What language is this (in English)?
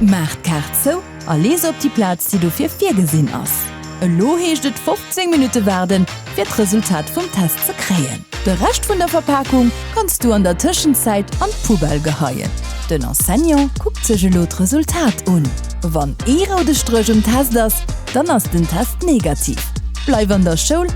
Luxembourgish